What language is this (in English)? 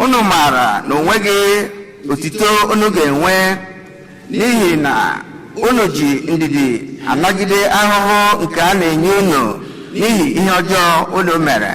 Igbo